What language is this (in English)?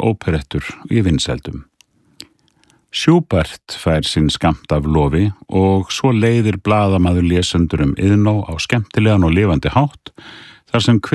Icelandic